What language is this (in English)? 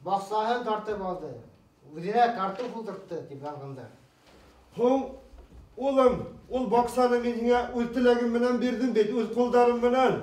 Bashkir